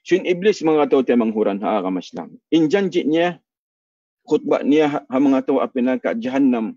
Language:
Tausug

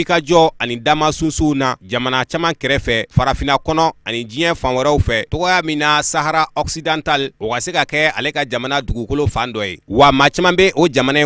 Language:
Bambara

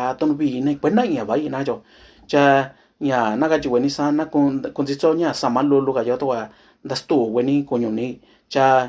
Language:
Mixtepec Mixtec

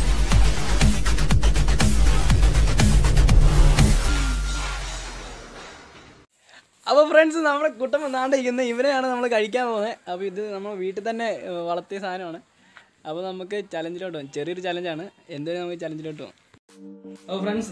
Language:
Malayalam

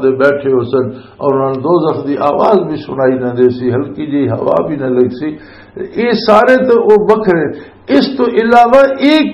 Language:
Western Panjabi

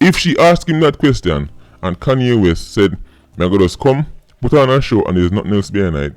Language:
Jamaican Creole English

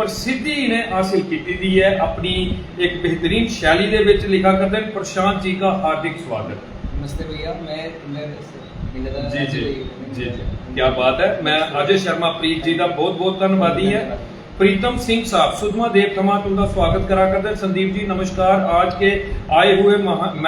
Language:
Dogri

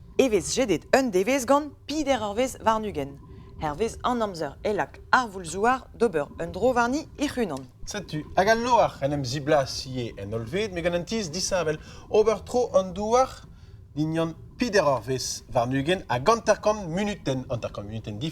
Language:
Breton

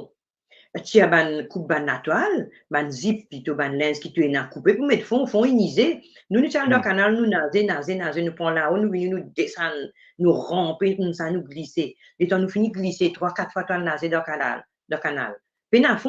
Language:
Morisyen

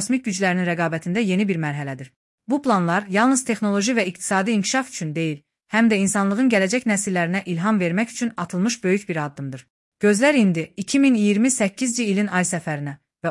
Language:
Azerbaijani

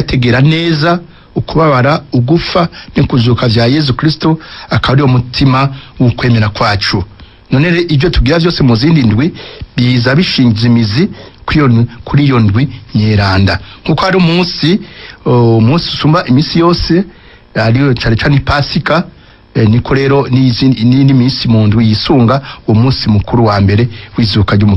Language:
Rundi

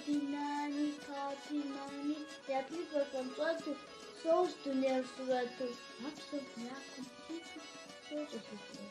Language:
Kabardian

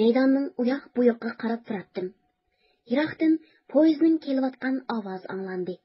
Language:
Uyghur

